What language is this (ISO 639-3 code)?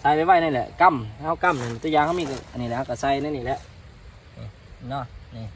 lao